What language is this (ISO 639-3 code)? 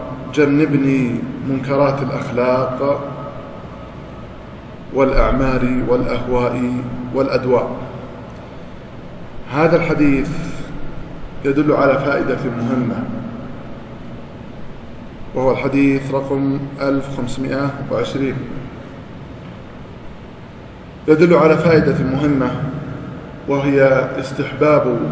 ara